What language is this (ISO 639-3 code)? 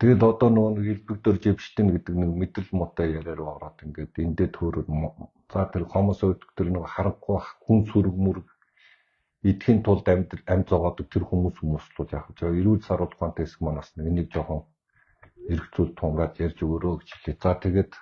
mon